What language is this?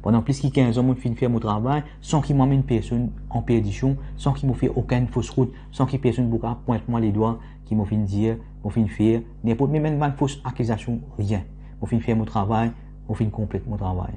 Morisyen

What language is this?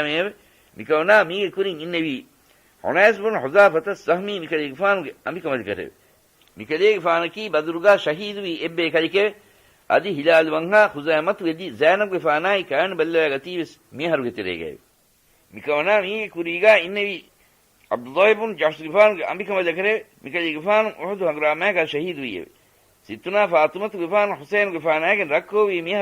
Divehi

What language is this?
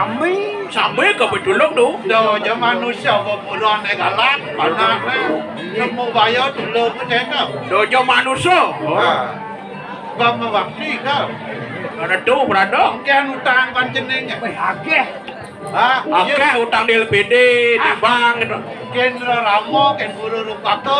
Balinese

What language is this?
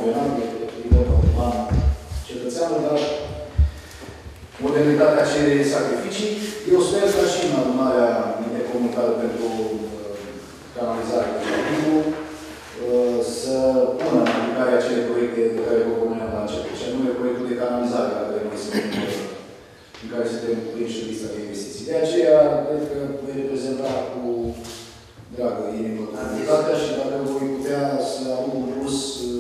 Romanian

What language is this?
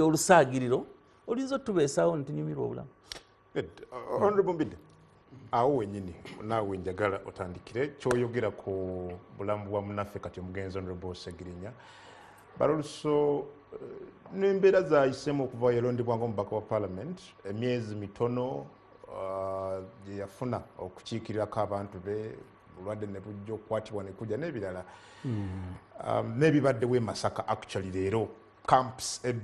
Ganda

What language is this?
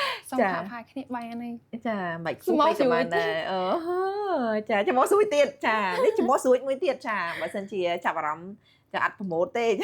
Khmer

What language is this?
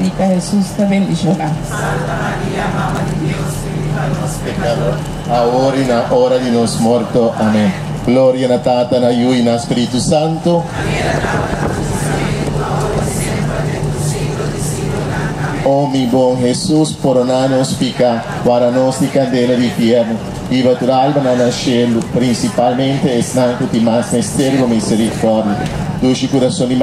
Papiamento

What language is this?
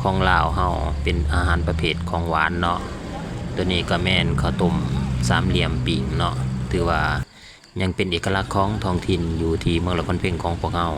Lao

